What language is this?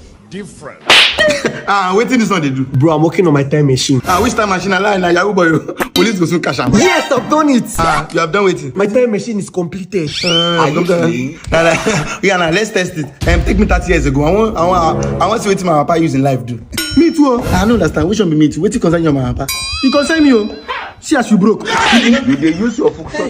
Nigerian Pidgin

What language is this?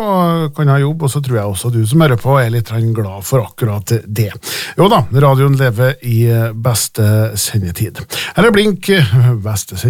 Norwegian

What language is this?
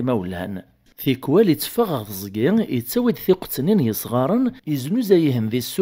Kabyle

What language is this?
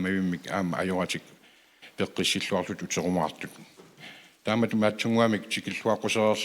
Kalaallisut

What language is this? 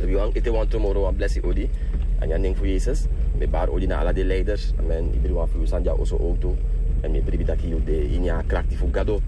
Sranan Tongo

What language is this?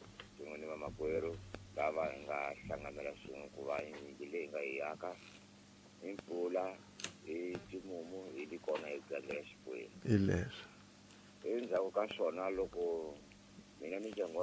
Tsonga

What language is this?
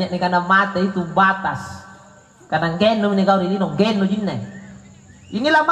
Makasar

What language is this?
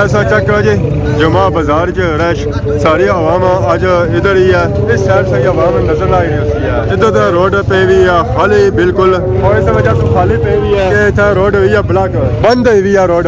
Pahari-Potwari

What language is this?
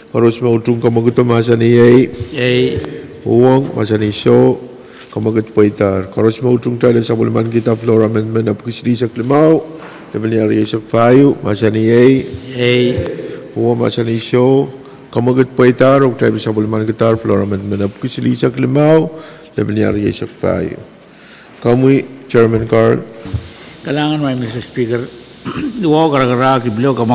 Pohnpeian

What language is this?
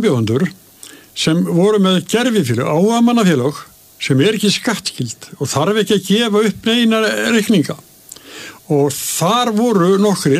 Icelandic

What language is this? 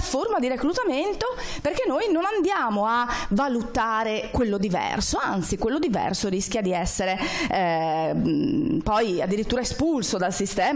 Italian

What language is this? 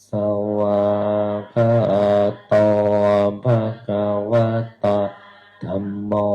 Pali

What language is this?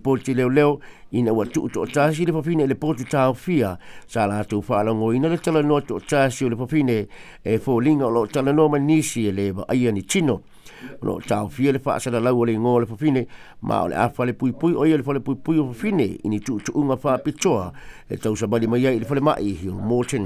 Samoan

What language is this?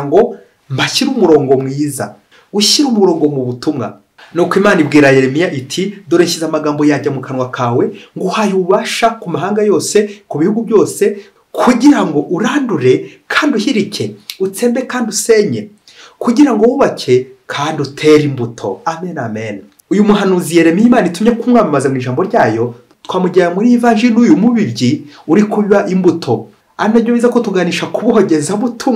Kinyarwanda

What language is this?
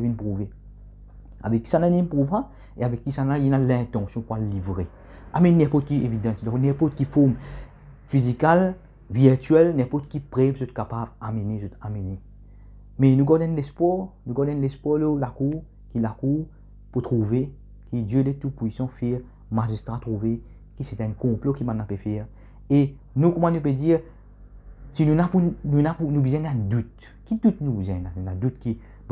Morisyen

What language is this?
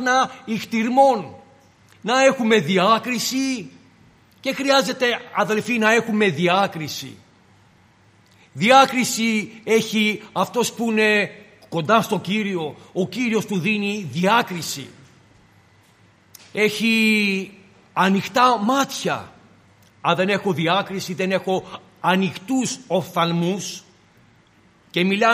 Greek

